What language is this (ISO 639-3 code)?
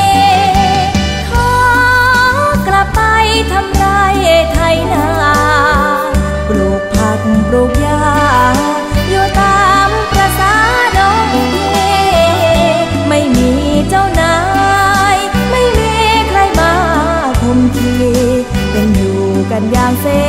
tha